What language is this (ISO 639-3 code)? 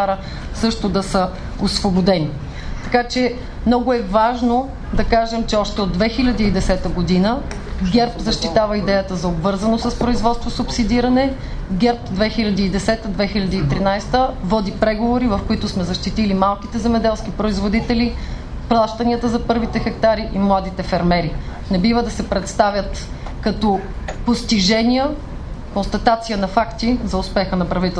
bul